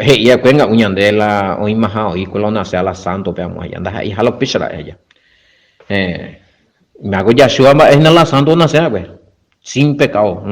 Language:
Guarani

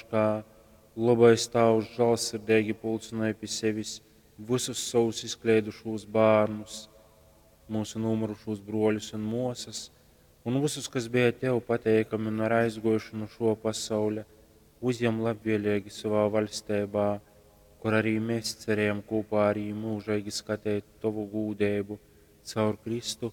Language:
Latgalian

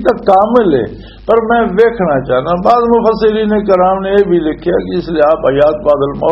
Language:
Western Panjabi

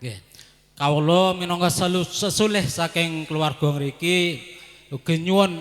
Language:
Javanese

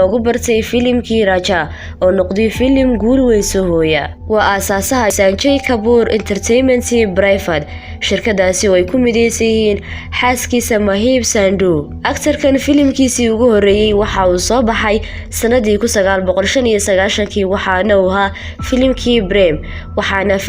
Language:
Somali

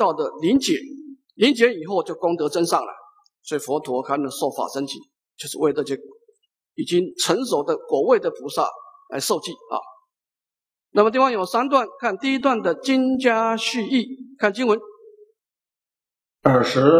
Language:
Chinese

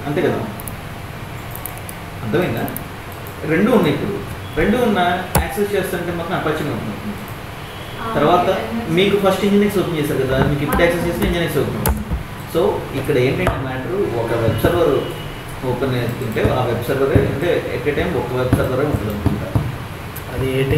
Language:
Telugu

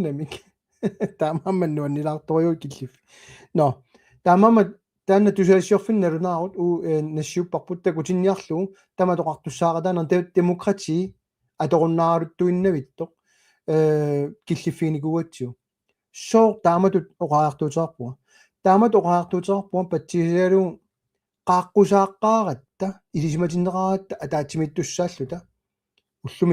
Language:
Kalaallisut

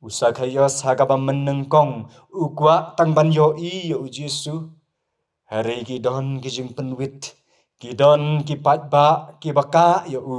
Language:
Khasi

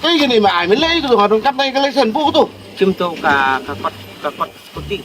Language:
Khasi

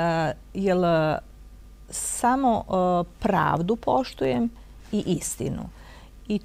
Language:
Serbian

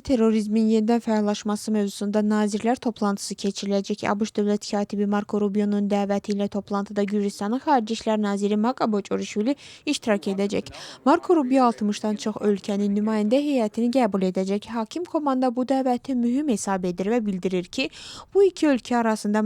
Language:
Azerbaijani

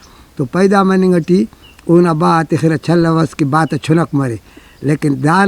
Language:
Brahui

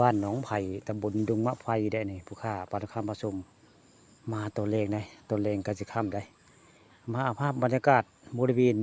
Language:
Northeastern Thai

